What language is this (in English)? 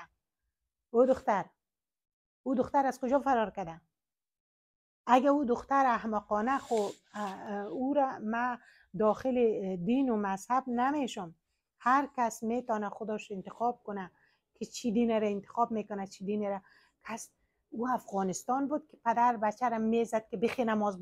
Persian